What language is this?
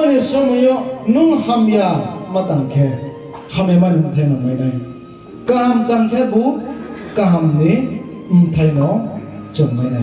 Riang (India)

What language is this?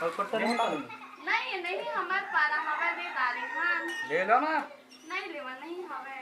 Chhattisgarhi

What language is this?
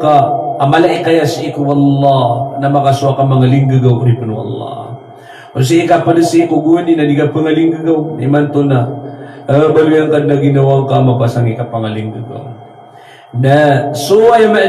Maranao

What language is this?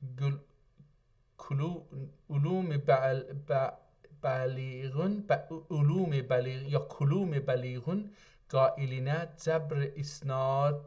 South Azerbaijani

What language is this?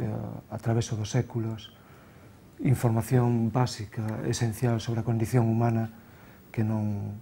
Galician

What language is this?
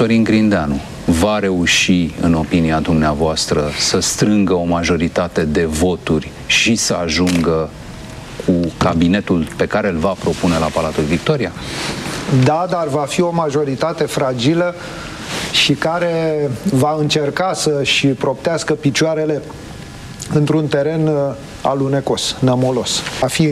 Romanian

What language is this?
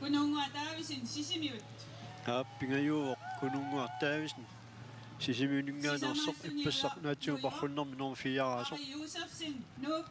Kalaallisut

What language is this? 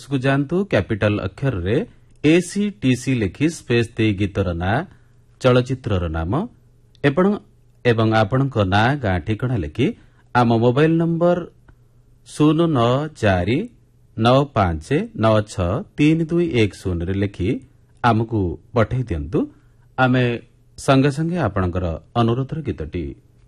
Odia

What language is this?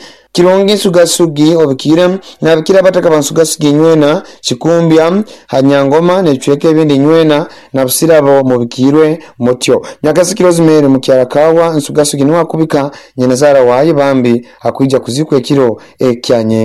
Nyoro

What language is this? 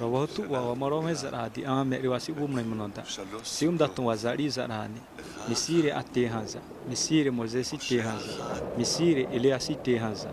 Xavánte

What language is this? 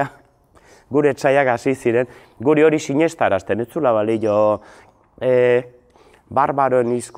Basque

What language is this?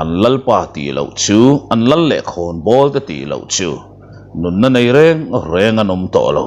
Mizo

